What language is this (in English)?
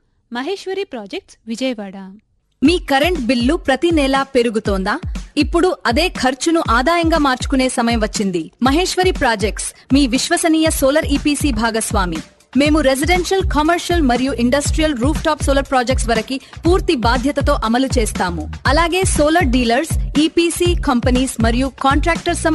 Telugu